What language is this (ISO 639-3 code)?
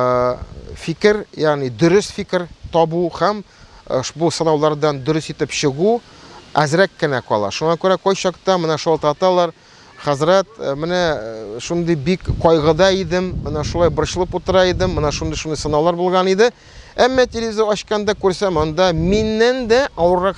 tat